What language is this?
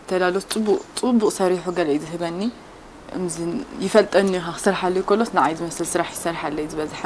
Tigrinya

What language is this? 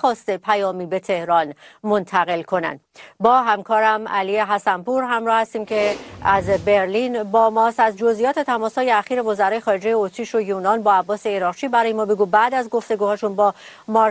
Persian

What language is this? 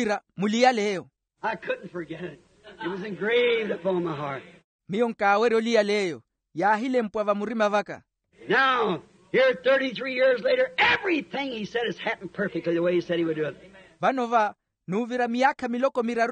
Makhuwa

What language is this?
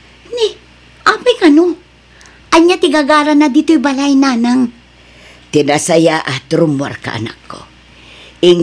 Iloko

